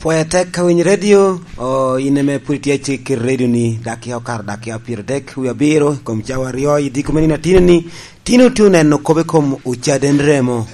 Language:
Lango (Uganda)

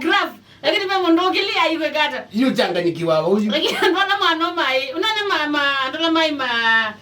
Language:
Kamba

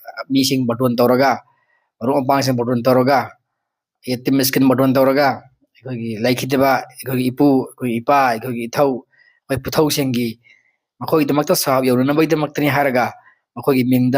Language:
Manipuri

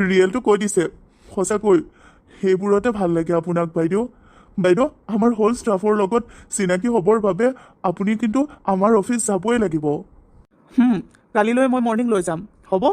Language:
Assamese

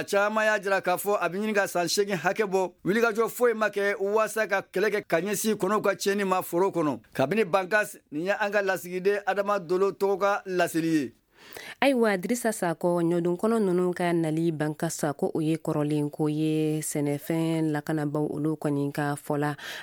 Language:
Bambara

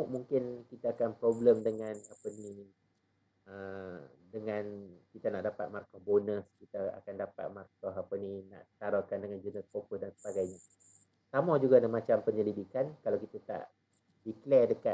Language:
Malay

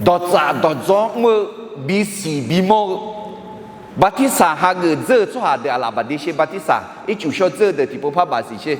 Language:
Akha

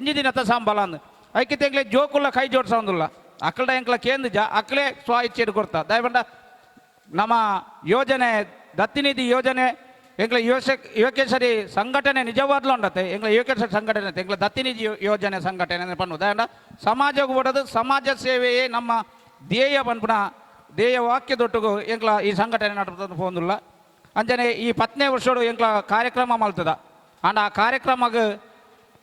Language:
Tulu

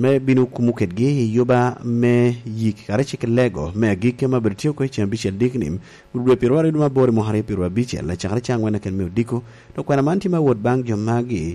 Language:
Lango (Uganda)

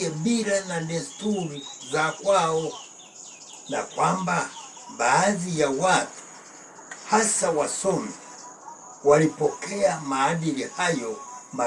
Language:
Swahili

